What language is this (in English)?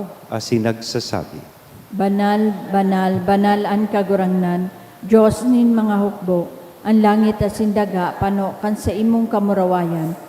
Bikol